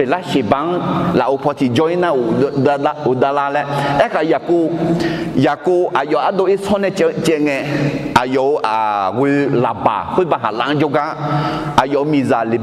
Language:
Akha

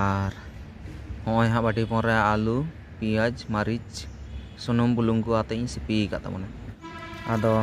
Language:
Santali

